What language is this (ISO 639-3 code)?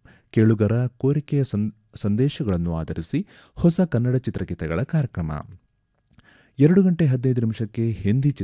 kan